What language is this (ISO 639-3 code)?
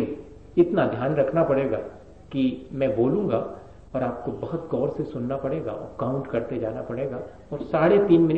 hin